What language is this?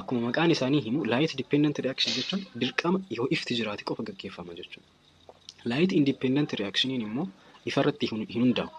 Oromo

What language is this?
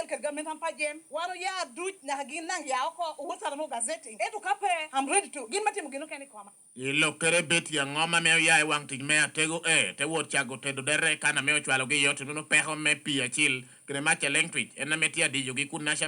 Lango (Uganda)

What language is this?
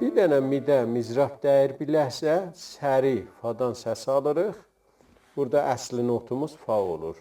South Azerbaijani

